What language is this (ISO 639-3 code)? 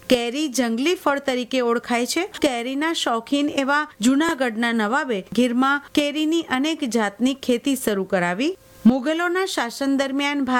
guj